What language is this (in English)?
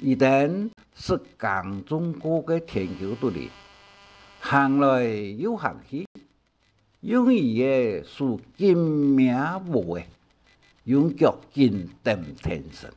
Hakka Chinese